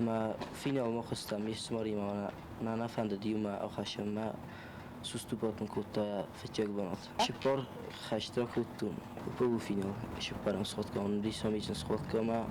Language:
Ossetic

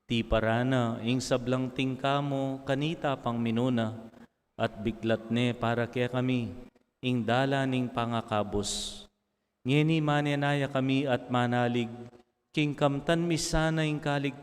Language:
Pampanga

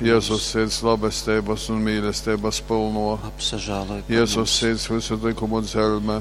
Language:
Latgalian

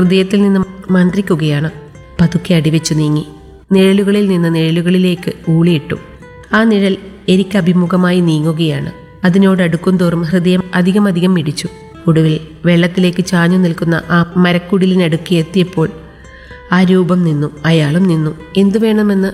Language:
Malayalam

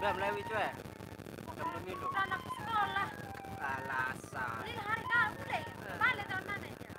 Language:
Sasak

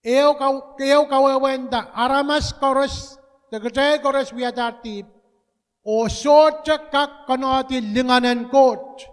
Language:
Pohnpeian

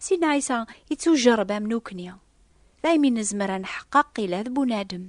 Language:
Kabyle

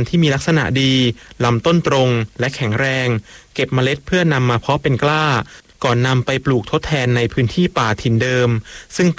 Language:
Thai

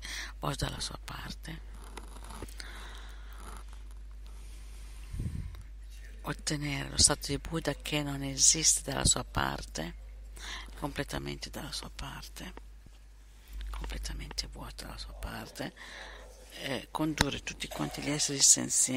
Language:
Italian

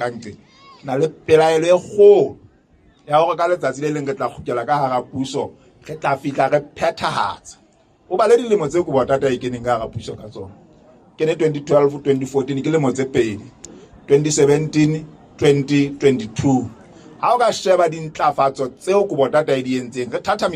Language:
Southern Sotho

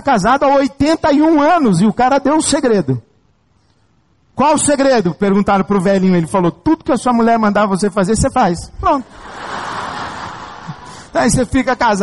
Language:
Portuguese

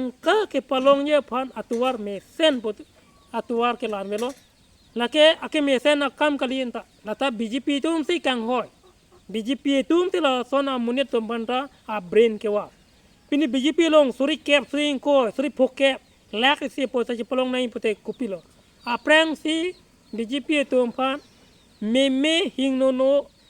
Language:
Karbi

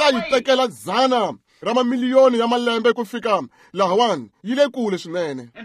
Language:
Tsonga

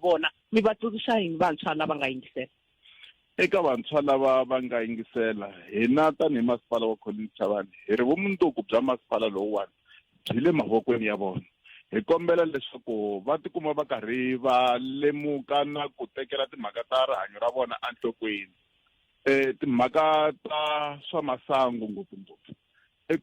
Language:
Tsonga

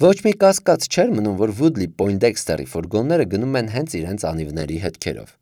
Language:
Armenian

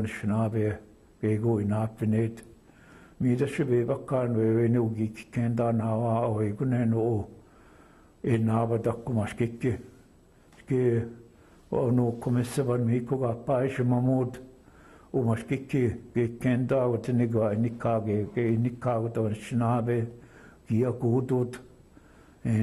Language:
Chippewa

